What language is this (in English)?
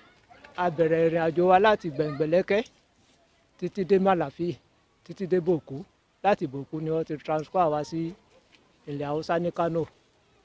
Yoruba